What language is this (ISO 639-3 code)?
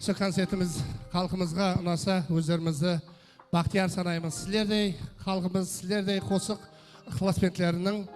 kaa